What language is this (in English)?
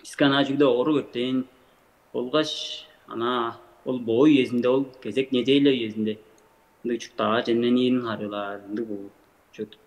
Tuvinian